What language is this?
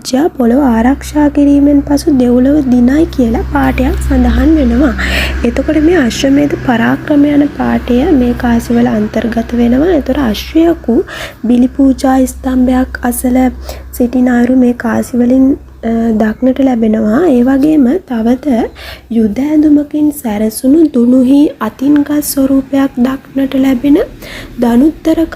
Sinhala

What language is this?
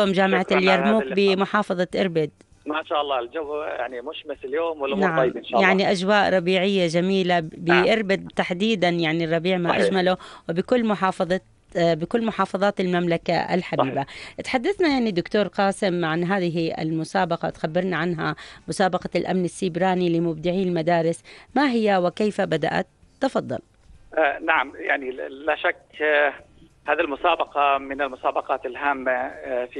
North Levantine Arabic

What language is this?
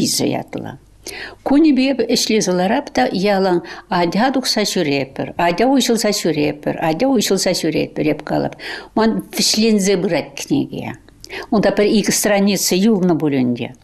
Chuvash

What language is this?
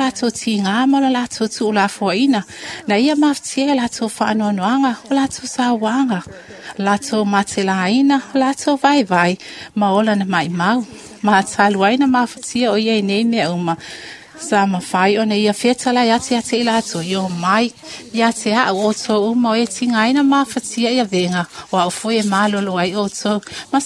Samoan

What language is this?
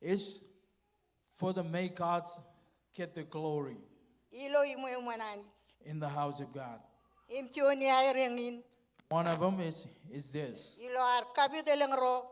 Marshallese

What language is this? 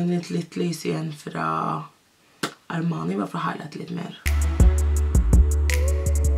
Norwegian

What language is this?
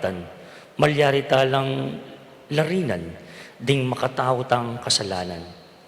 Pampanga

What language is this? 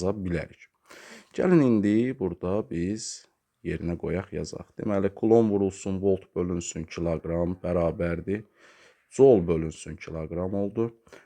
Azerbaijani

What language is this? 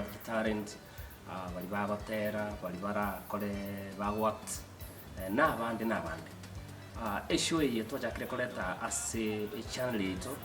Gusii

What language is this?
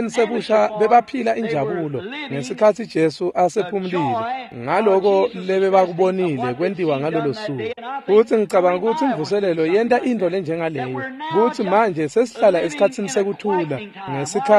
Swati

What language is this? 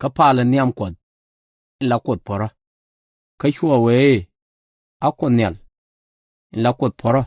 Nuer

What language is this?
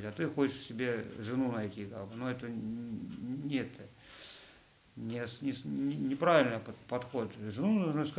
Russian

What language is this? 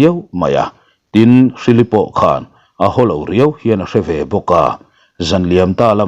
Mizo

